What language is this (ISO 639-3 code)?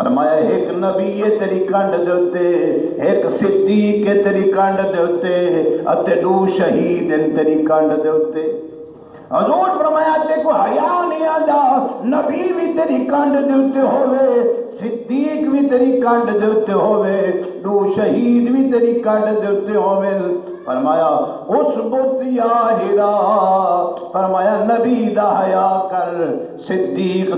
skr